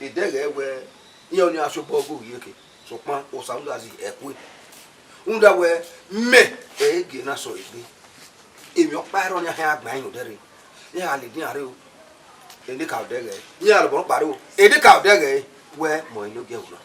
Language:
Bini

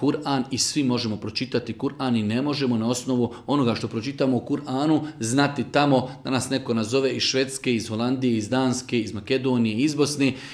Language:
Bosnian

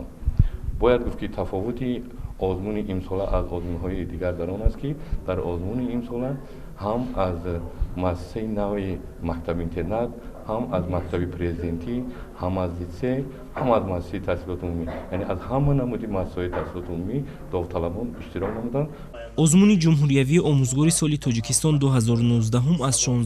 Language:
Tajik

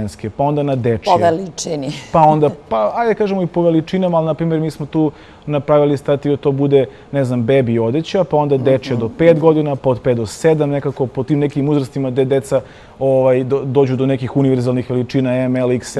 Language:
Serbian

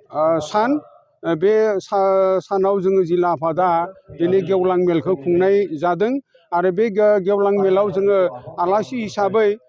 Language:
Bodo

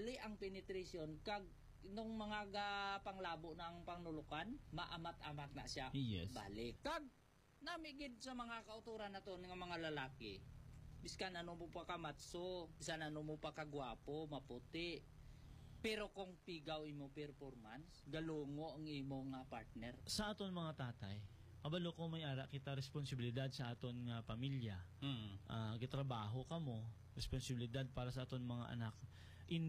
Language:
Hiligaynon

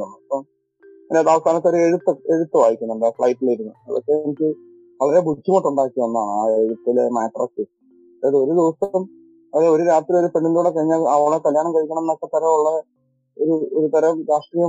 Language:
Malayalam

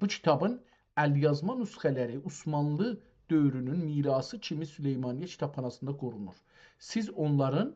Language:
South Azerbaijani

